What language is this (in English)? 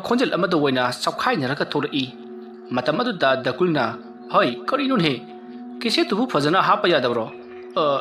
Manipuri